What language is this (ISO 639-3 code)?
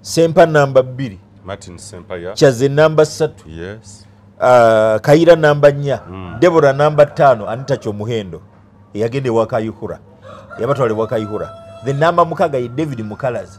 lug